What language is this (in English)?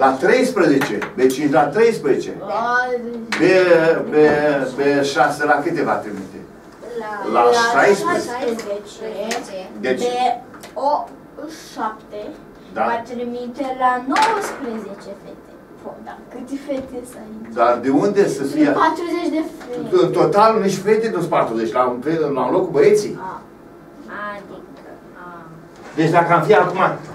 Romanian